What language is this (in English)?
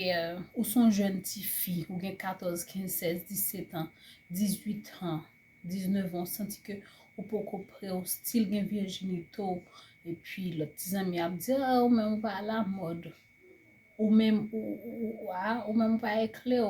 Haitian Creole